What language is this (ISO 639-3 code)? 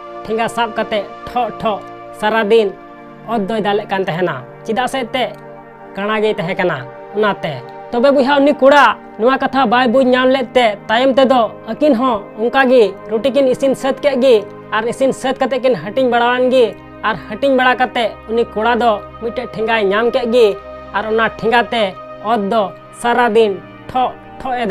sat